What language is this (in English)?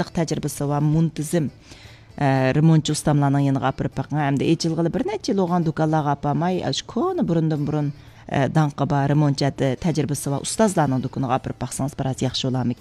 Uyghur